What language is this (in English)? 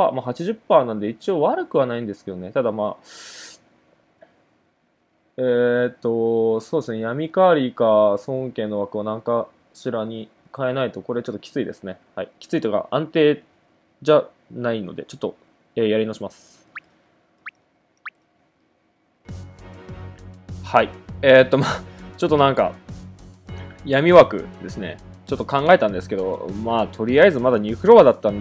Japanese